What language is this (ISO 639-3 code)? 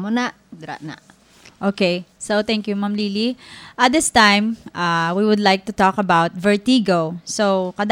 hil